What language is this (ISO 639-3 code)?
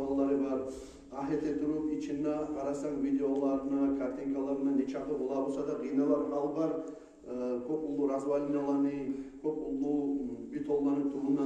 kum